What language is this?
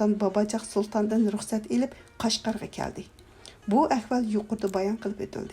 Uyghur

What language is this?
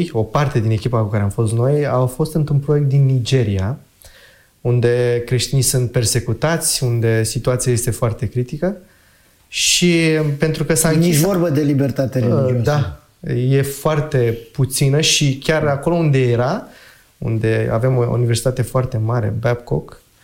Romanian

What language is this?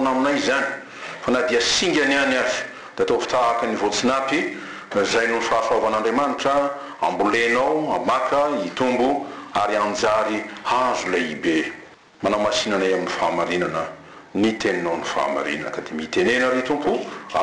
Malagasy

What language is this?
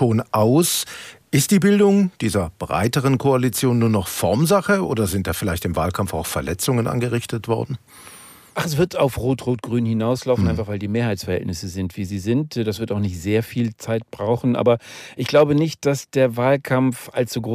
German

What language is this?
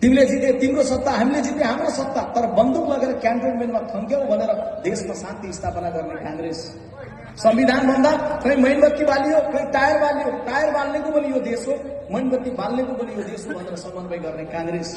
Nepali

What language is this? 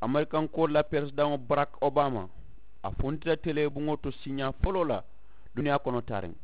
Mandingo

